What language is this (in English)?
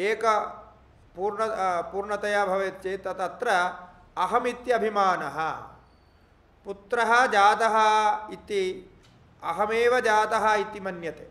Sanskrit